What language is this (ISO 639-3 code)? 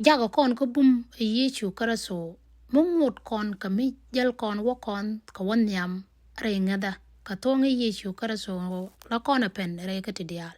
nus